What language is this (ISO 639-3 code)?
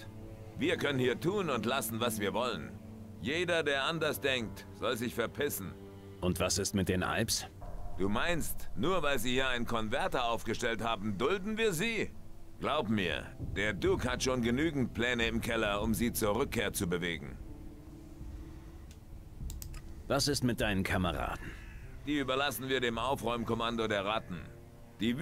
deu